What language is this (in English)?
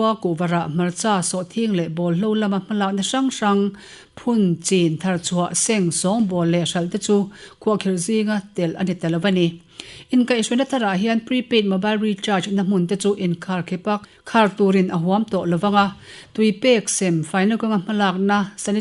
Mizo